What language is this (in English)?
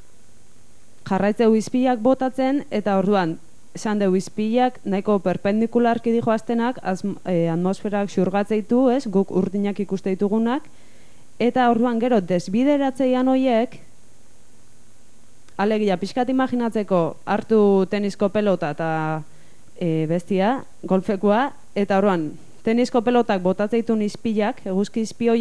Basque